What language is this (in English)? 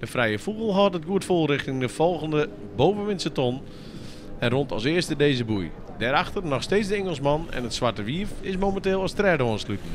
Western Frisian